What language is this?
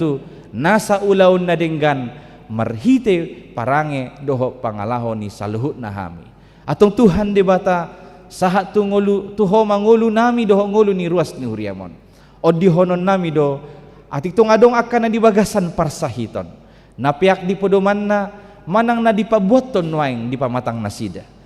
Batak Toba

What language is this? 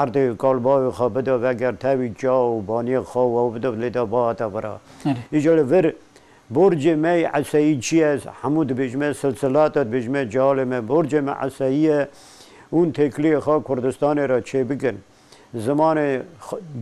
Kurdish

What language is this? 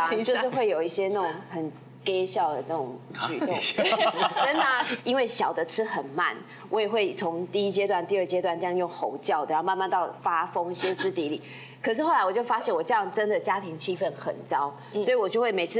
Chinese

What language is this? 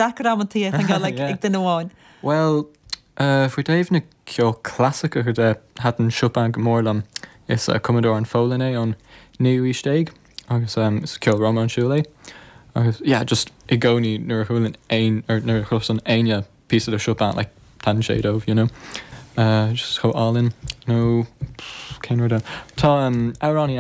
Irish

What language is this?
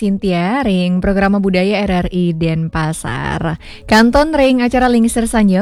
Balinese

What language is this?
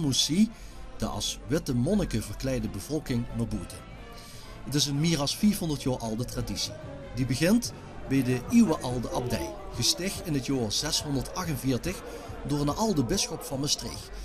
Limburgish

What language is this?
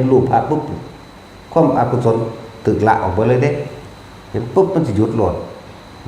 Northeastern Thai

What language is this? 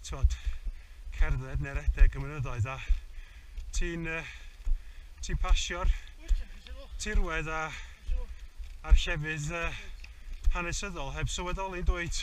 Welsh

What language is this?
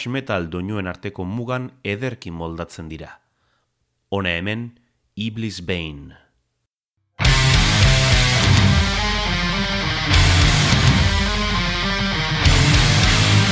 Basque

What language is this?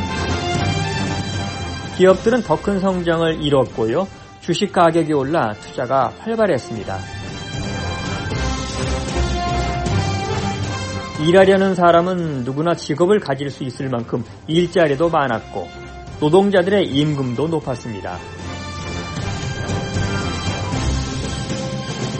Korean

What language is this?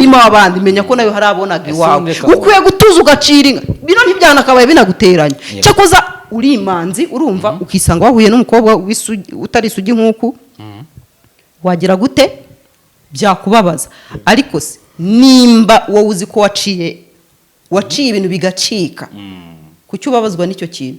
Kinyarwanda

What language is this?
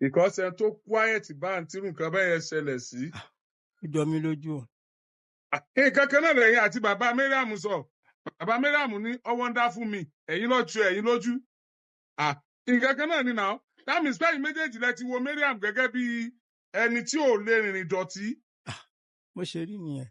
Yoruba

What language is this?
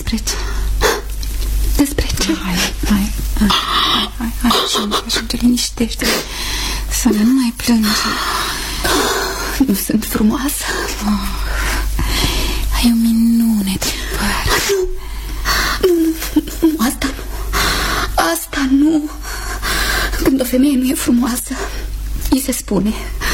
Romanian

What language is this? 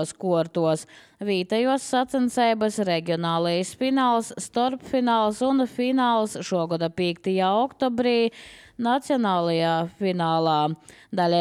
Latvian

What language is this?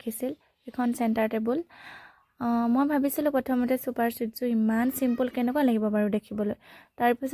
Assamese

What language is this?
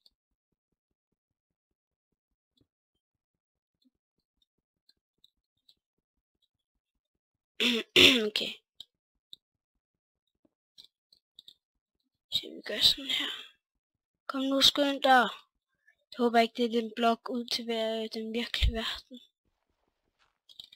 Danish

